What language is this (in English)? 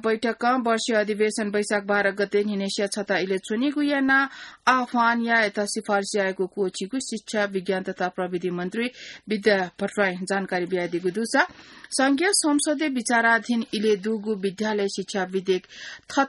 Newari